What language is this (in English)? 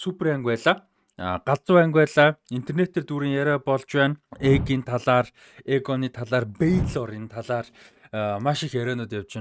Mongolian